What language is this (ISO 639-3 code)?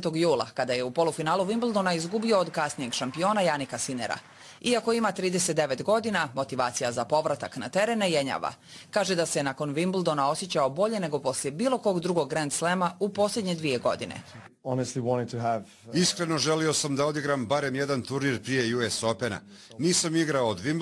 bos